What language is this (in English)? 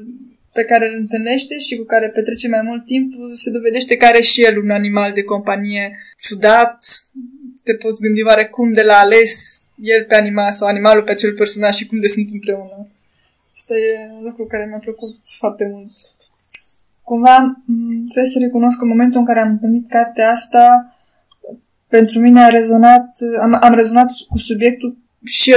Romanian